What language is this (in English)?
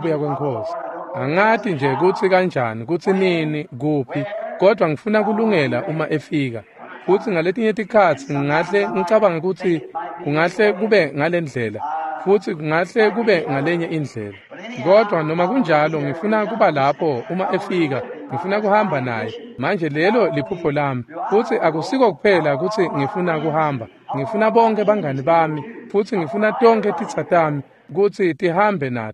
Swati